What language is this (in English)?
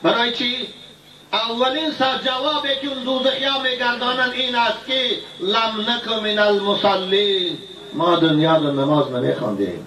Tajik